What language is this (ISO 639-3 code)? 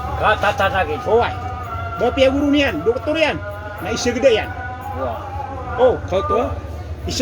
mrw